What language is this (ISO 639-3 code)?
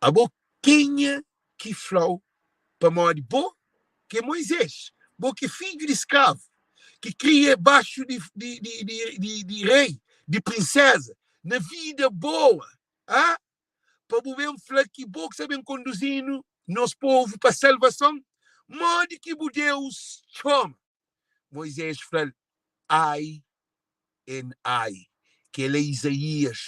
kea